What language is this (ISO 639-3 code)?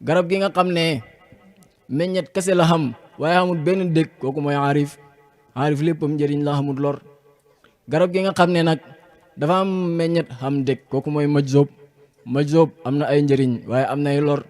wol